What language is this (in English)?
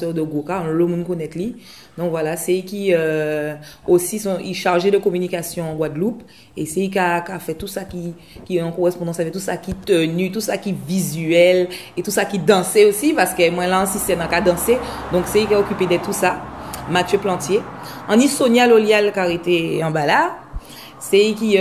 Guadeloupean Creole French